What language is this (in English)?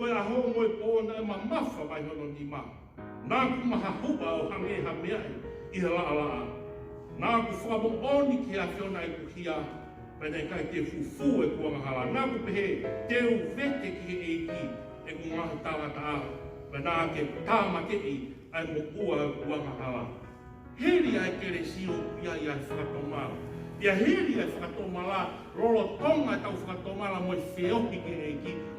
Tongan